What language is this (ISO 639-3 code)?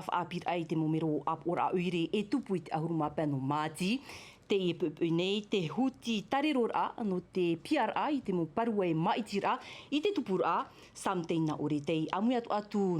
tah